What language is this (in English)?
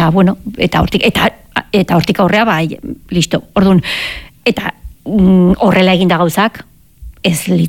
Basque